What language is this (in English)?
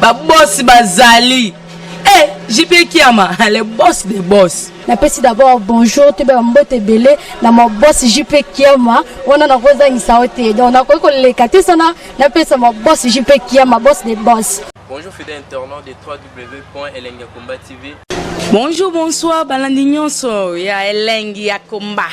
Lingala